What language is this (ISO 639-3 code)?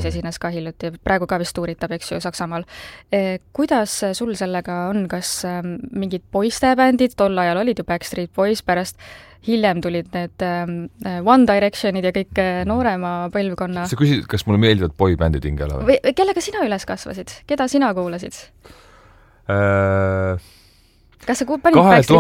est